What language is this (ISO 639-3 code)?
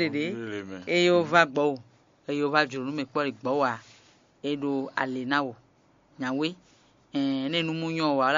fon